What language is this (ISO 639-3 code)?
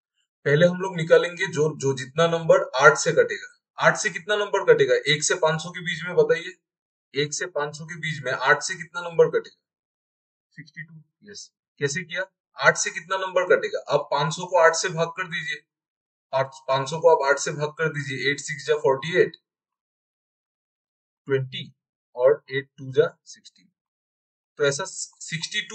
hin